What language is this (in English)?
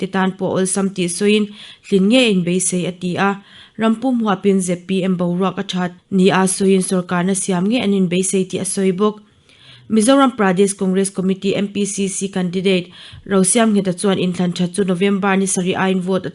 Mizo